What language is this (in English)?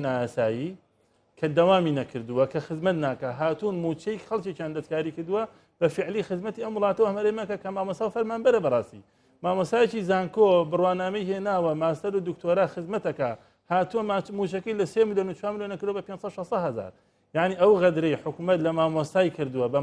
Central Kurdish